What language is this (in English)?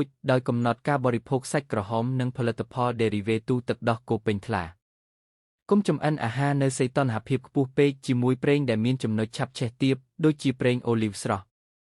Khmer